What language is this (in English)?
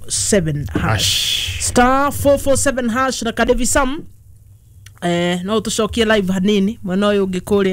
Kikuyu